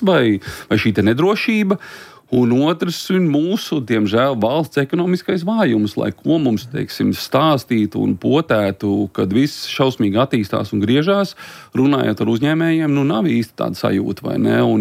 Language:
Latvian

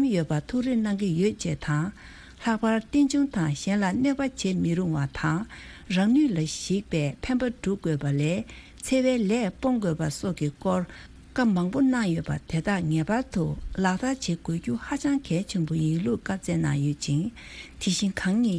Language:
Tibetan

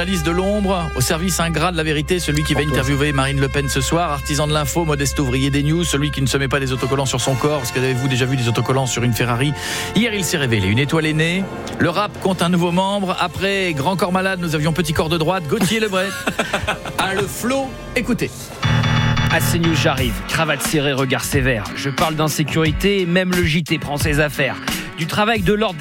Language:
French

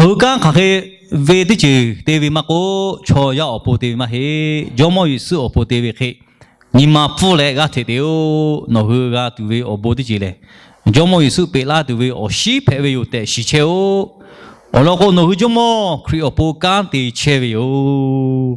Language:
Lahu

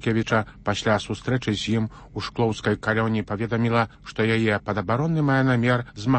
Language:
Belarusian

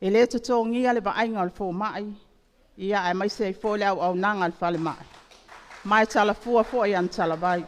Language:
Samoan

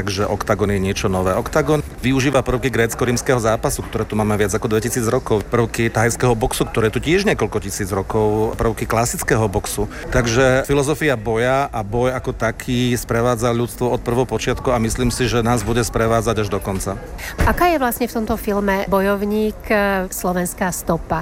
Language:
Slovak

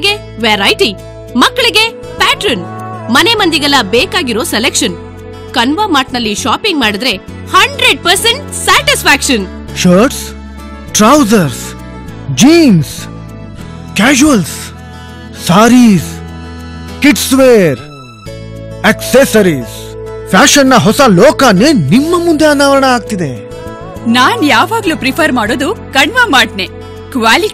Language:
Kannada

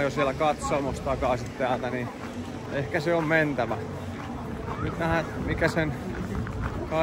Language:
Finnish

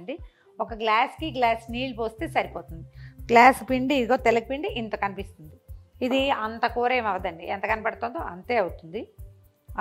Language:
Telugu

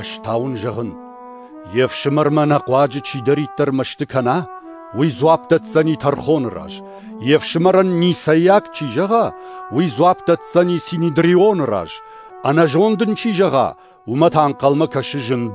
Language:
Ossetic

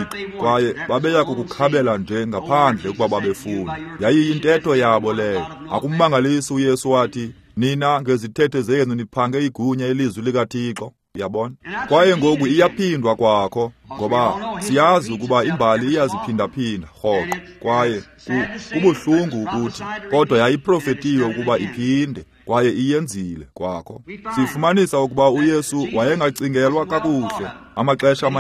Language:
Xhosa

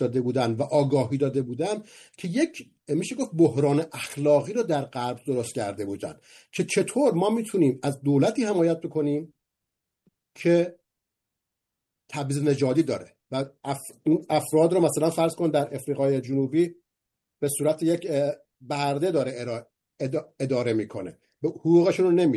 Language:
Persian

